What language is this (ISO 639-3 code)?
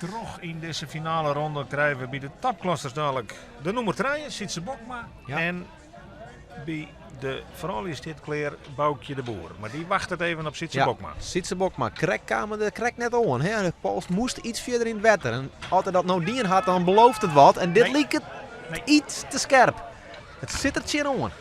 fry